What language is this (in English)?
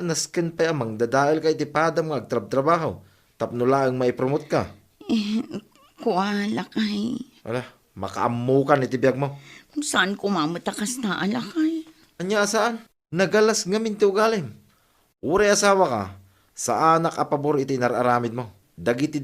Iloko